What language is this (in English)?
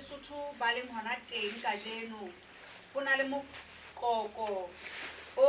Southern Sotho